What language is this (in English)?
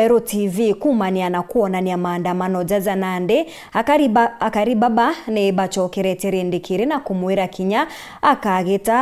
Meru